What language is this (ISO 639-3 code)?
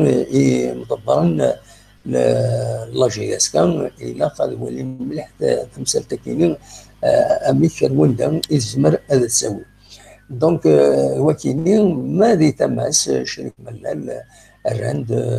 kab